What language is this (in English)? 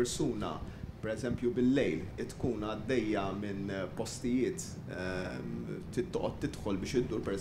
Maltese